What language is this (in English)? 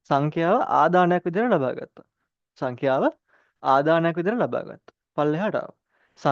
Sinhala